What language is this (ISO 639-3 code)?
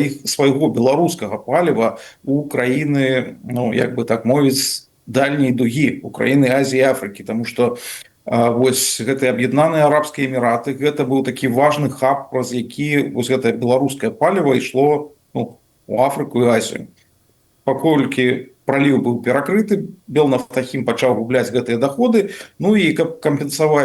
bel